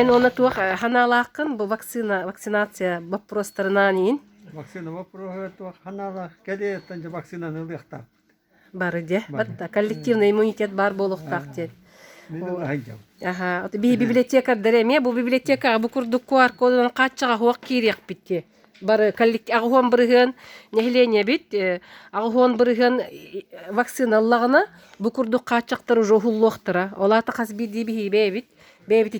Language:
Yakut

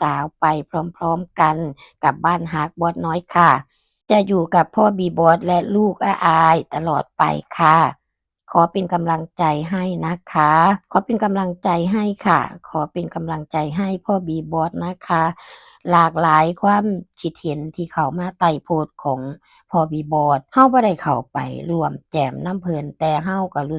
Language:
Northeastern Thai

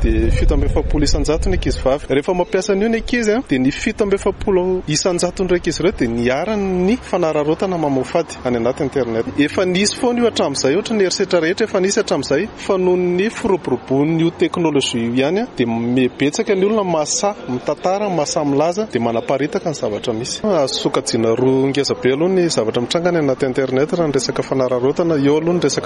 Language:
Malagasy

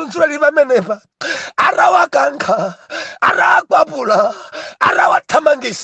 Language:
Nyanja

